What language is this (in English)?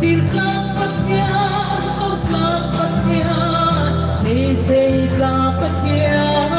Hmar